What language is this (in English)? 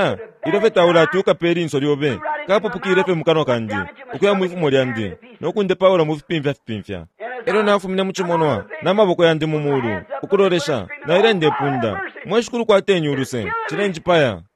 Bemba